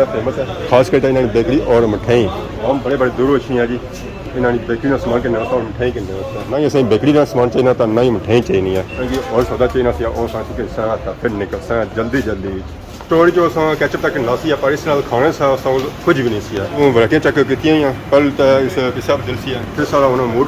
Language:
Pahari-Potwari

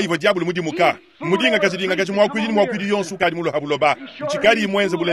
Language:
Luba-Lulua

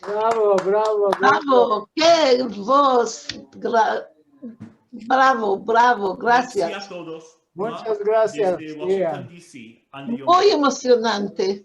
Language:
Ladino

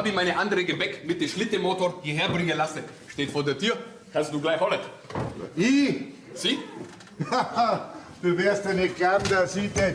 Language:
Bavarian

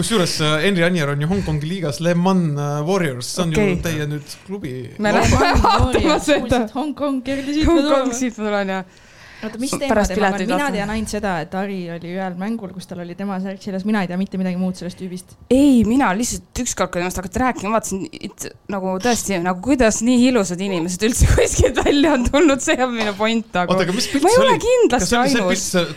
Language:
Estonian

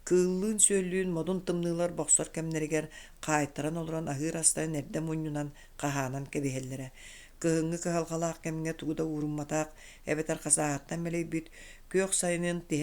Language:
Yakut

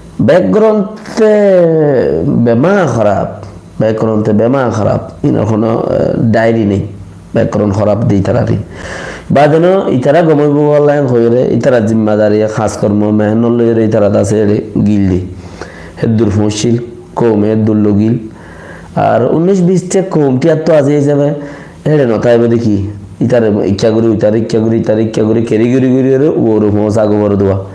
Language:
Rohingya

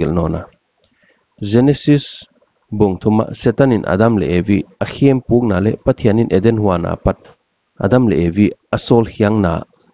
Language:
Paite Chin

